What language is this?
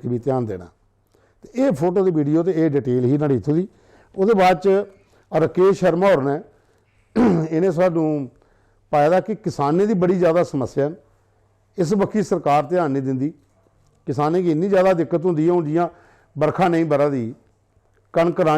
Dogri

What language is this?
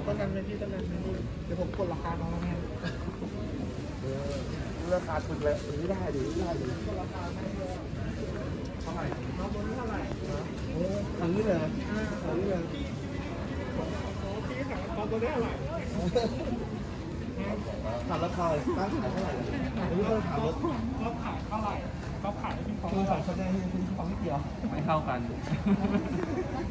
Thai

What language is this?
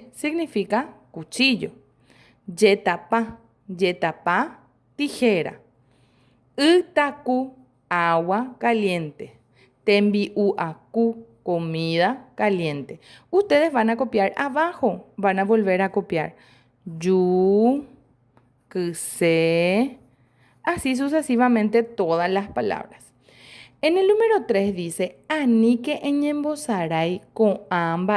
Guarani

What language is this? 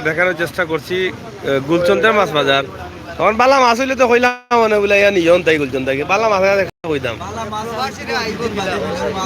Sylheti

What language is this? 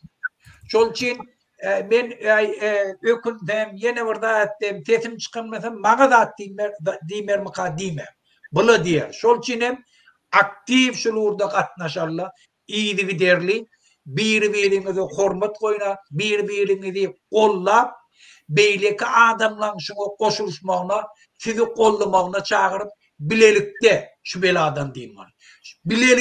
Turkmen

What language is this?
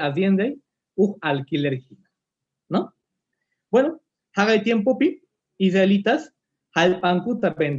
Quechua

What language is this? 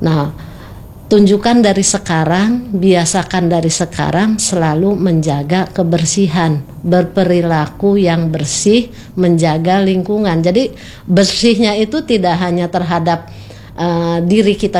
Indonesian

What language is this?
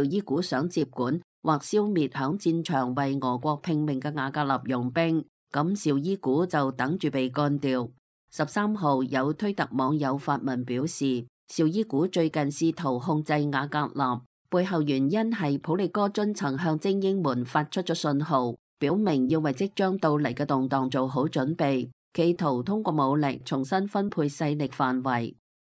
Cantonese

